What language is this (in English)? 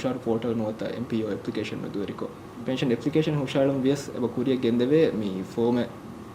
Divehi